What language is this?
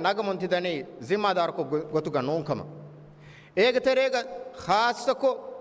Divehi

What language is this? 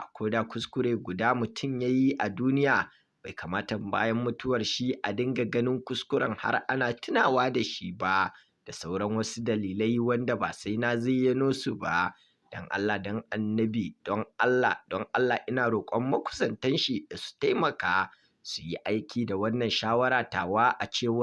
Hausa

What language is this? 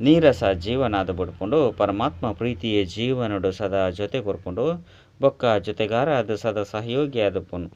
Tulu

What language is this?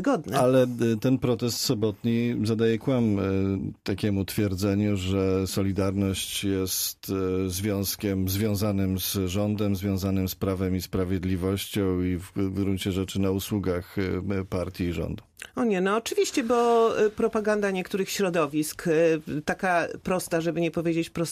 Polish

